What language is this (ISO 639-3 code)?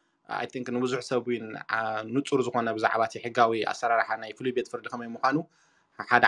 tir